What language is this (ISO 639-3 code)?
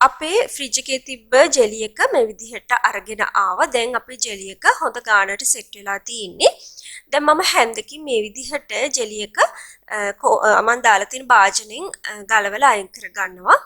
sin